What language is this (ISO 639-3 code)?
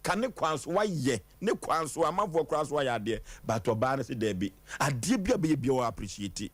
aka